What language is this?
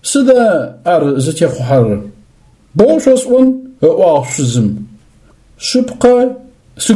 Adyghe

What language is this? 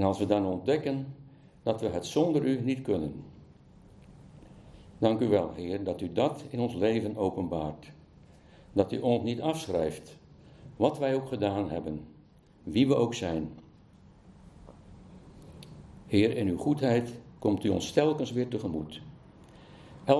Dutch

